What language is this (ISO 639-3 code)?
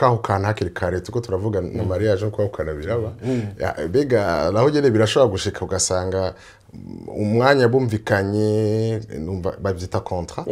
run